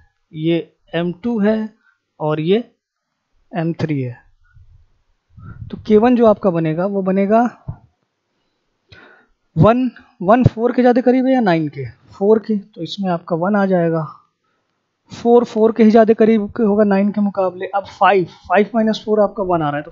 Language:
Hindi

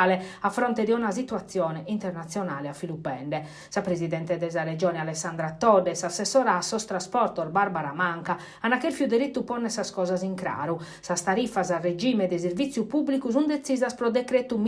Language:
Sardinian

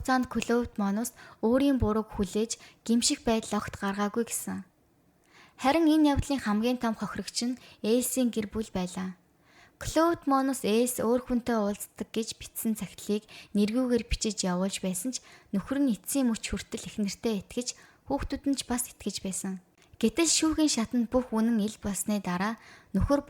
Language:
Mongolian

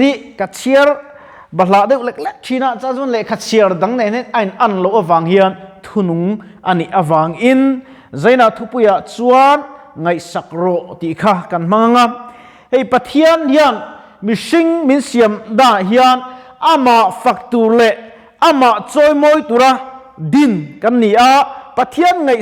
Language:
Mizo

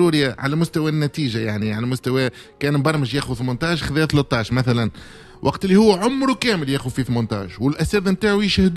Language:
Tunisian Arabic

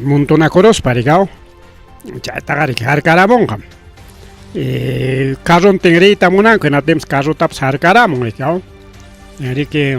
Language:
Ayacucho Quechua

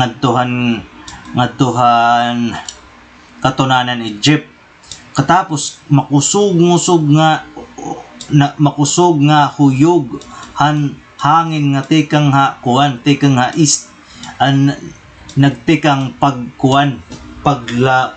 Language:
Waray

